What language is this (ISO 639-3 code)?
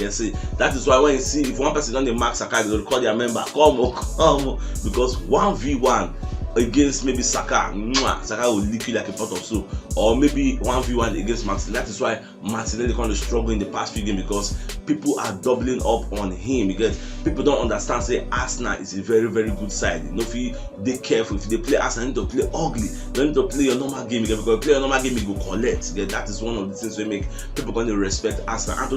pcm